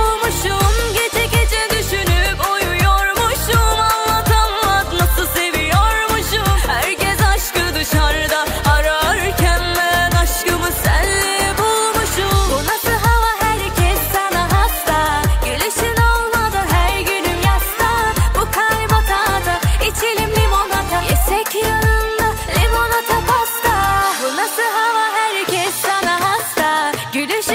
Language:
Turkish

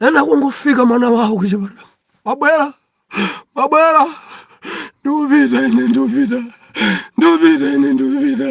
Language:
Nyanja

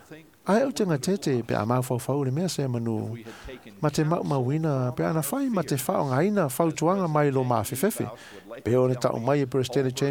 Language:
Samoan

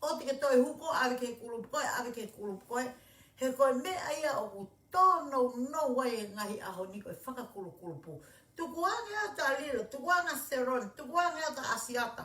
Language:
Tongan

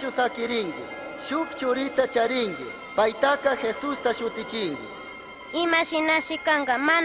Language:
Chimborazo Highland Quichua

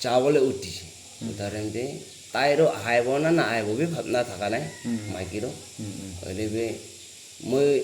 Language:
Naga Pidgin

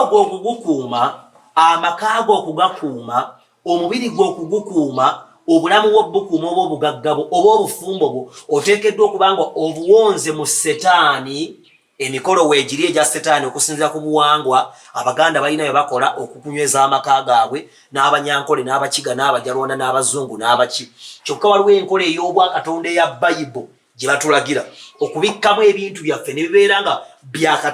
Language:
Ganda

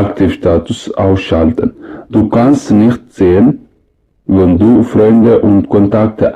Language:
Tigrinya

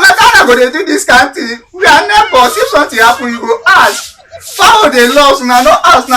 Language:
Nigerian Pidgin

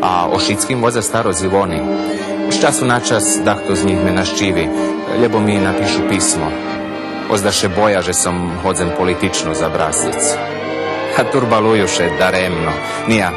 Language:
Rusyn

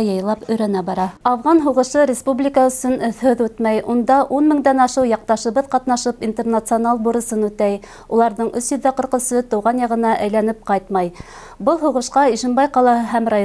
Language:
Bashkir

